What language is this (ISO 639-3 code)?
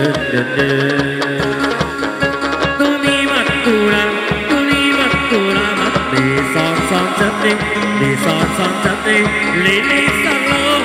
vie